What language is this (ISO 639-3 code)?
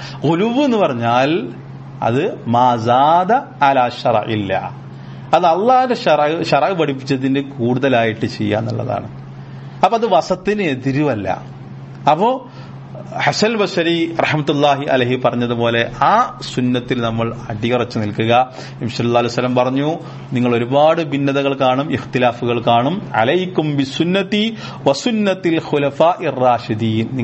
mal